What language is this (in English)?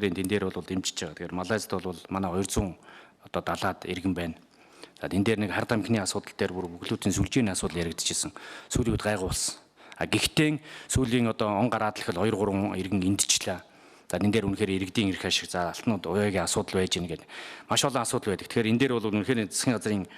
Mongolian